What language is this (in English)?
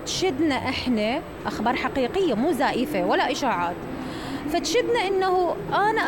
Mesopotamian Arabic